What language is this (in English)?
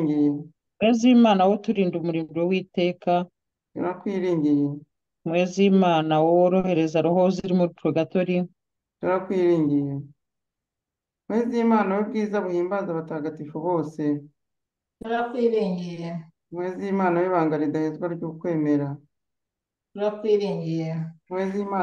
Kinyarwanda